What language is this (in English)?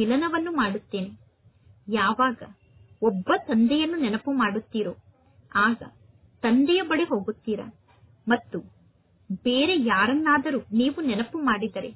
Kannada